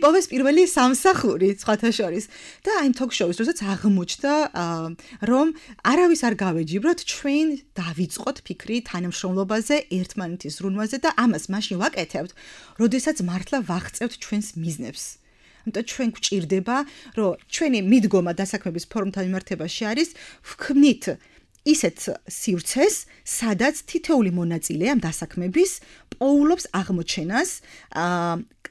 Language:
Georgian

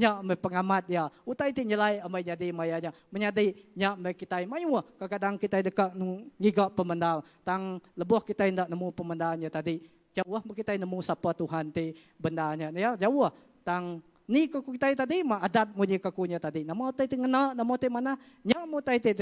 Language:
Iban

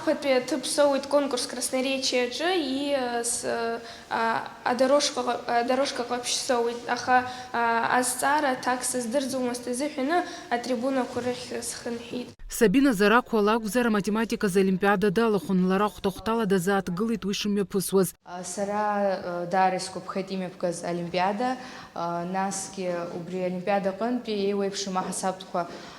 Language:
Abkhazian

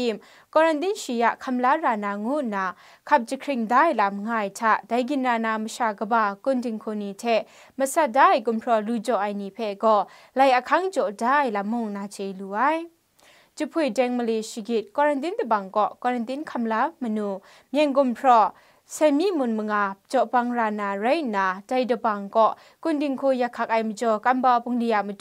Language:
Kachin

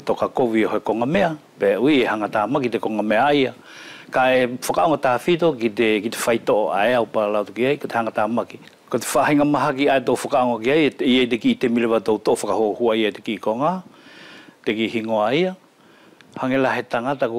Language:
Wallisian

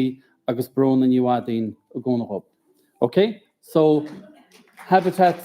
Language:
Irish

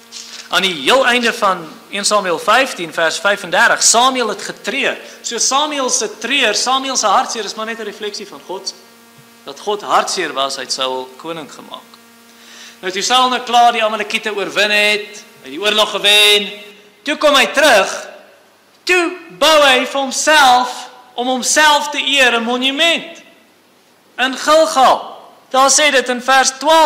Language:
Afrikaans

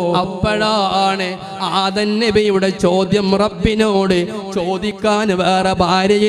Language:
Malayalam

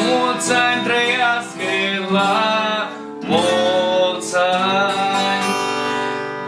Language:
Romanian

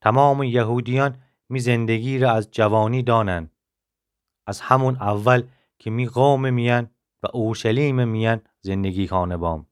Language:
Gilaki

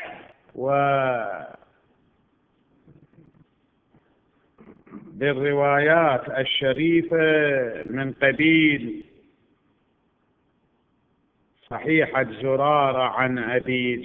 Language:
Arabic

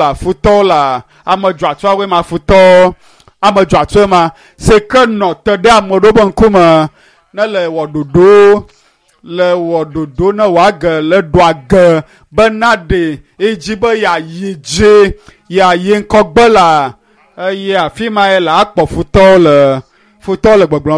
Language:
Ewe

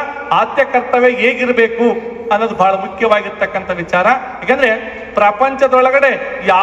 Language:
Kannada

